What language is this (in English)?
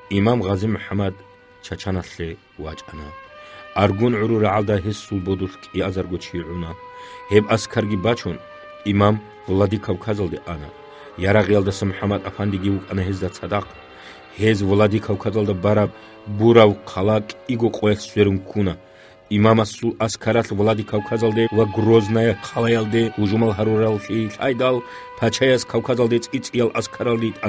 Avaric